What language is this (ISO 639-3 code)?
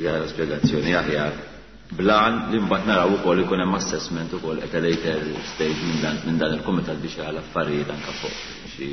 mlt